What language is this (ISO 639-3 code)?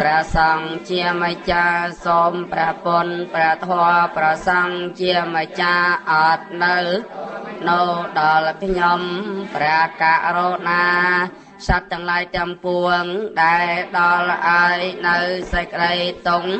khm